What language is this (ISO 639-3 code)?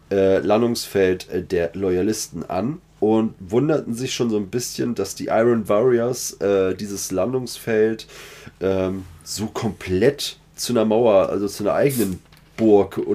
deu